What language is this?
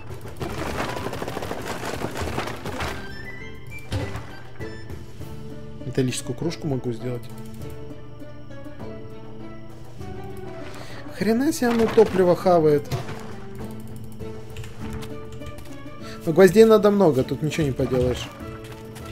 Russian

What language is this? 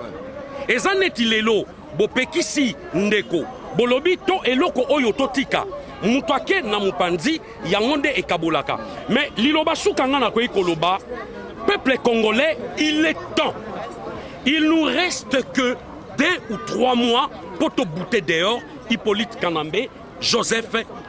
Lingala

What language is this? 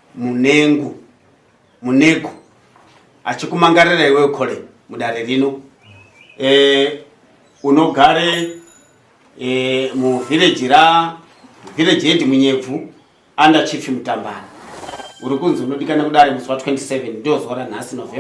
Shona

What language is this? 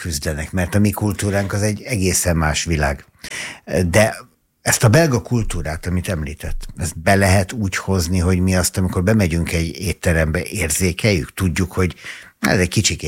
Hungarian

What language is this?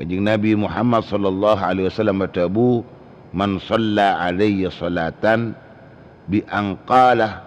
Madurese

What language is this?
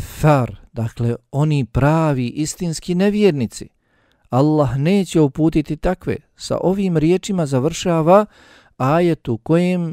Bosnian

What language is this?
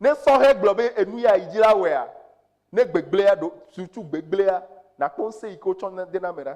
Ewe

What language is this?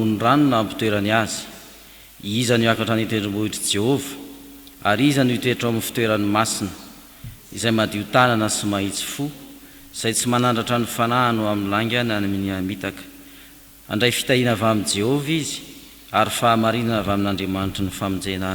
Malagasy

